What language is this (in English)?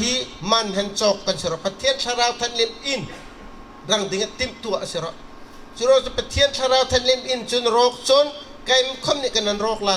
Bawm Chin